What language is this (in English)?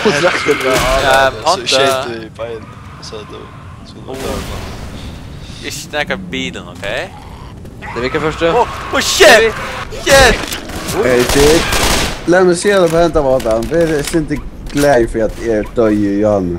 Faroese